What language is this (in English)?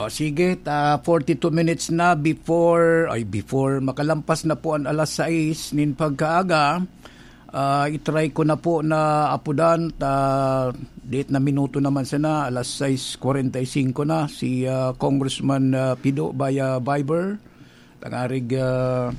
Bikol